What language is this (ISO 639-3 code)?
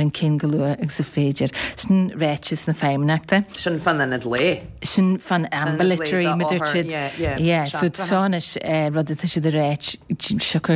gle